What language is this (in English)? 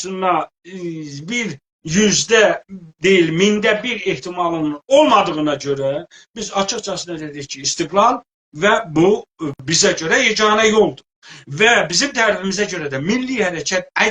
South Azerbaijani